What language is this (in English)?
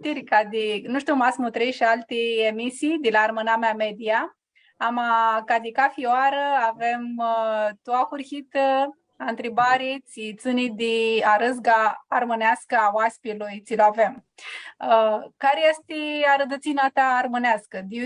Aromanian